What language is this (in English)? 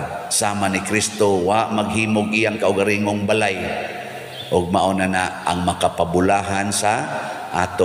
Cebuano